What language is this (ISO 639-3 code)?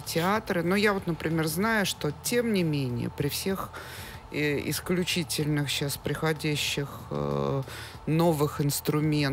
rus